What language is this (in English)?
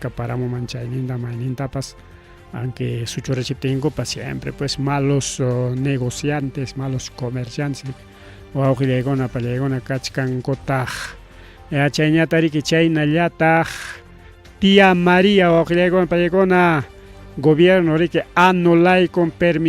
Ayacucho Quechua